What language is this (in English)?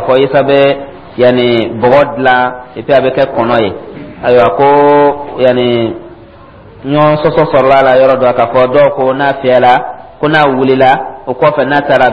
Dyula